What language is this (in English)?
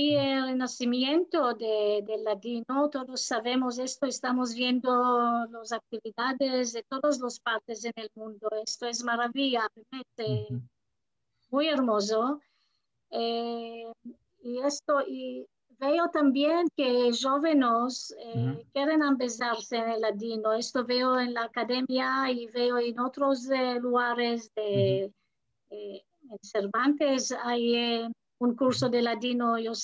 Ladino